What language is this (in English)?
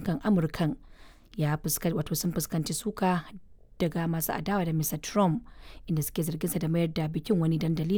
Hausa